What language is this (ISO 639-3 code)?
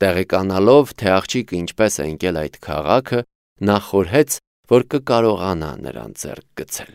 hye